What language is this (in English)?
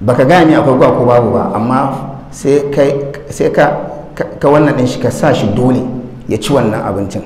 Hausa